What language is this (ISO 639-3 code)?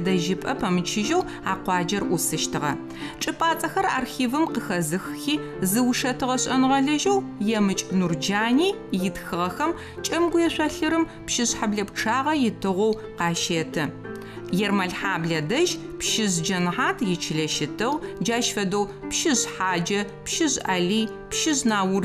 ady